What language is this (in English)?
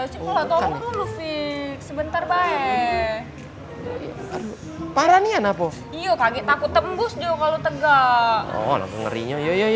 Musi